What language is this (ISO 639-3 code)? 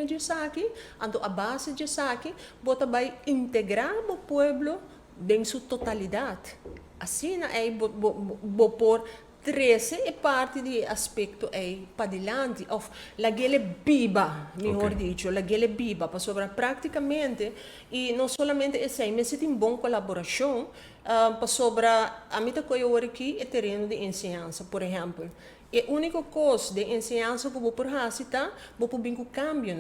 pap